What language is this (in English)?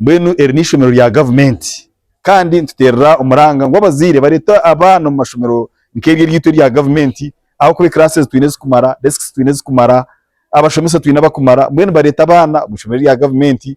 Nyankole